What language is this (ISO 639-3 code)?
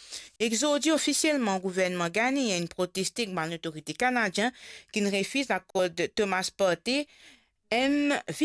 mfe